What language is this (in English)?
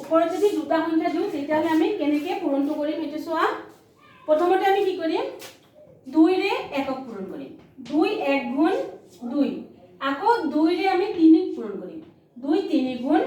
Assamese